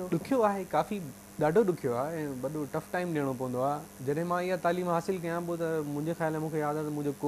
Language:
Sindhi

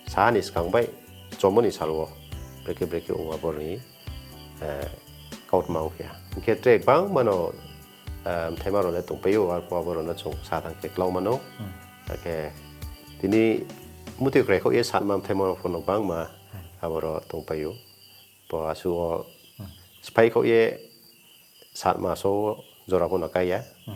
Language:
Riang (India)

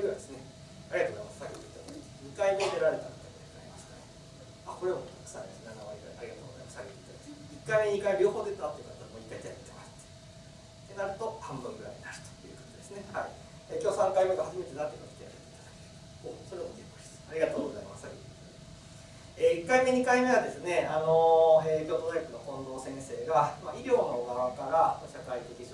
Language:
Japanese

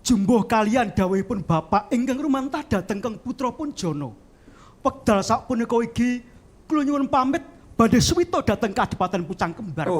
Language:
Javanese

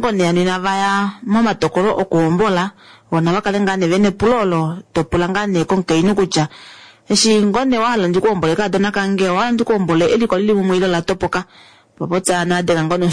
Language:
Kuanyama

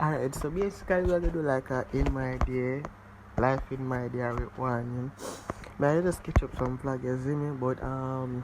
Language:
Jamaican Creole English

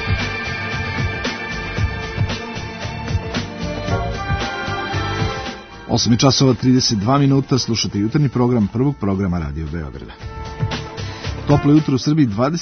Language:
Serbian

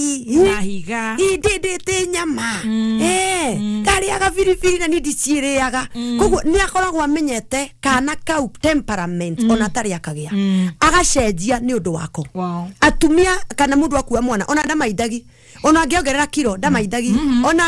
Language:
Kikuyu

